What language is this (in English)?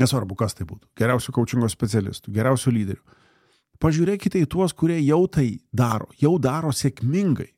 Lithuanian